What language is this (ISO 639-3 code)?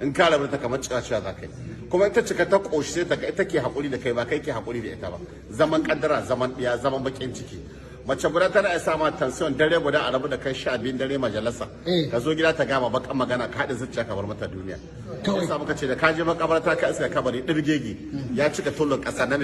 hau